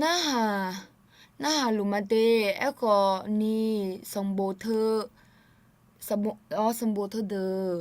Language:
Akha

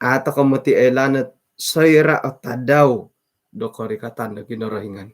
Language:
Central Dusun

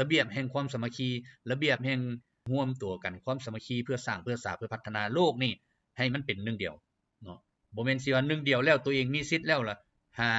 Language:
Lao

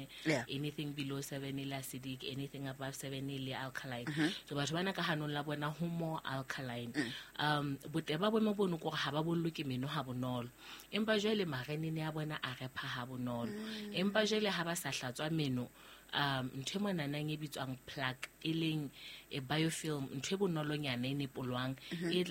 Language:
Southern Sotho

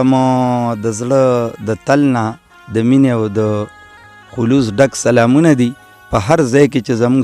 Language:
Pashto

